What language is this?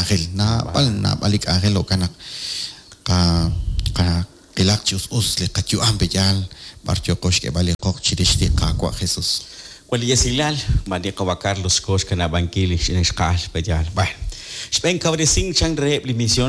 Kekchí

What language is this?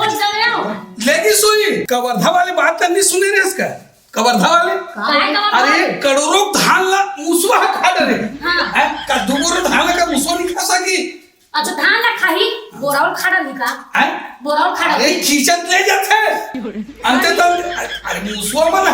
Chhattisgarhi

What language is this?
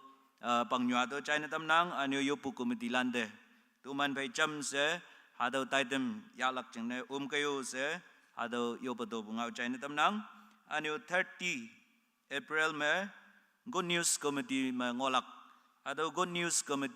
Konyak Naga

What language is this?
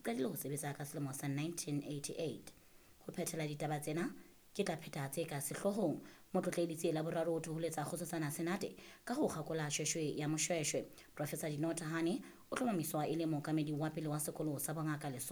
Southern Sotho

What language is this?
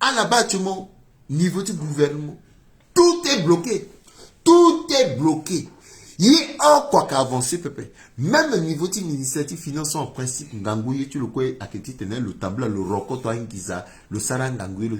Sango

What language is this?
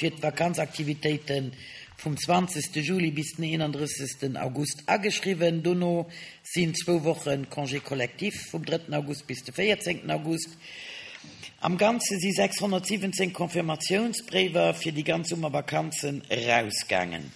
Luxembourgish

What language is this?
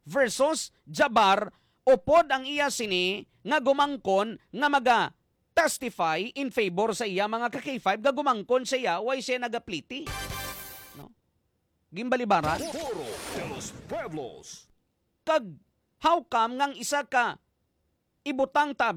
Hiligaynon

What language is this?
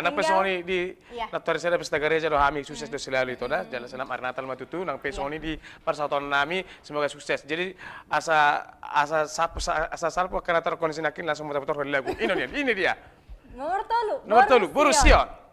Batak Toba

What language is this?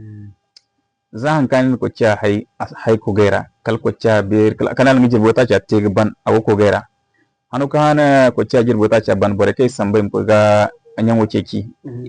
Zarma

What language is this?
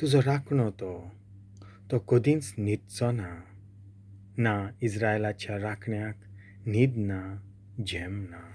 Konkani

